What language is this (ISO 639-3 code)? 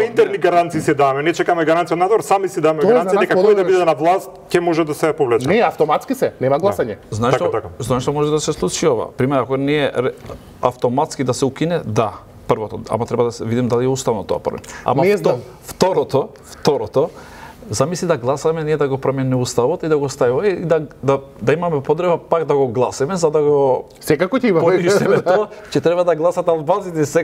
mkd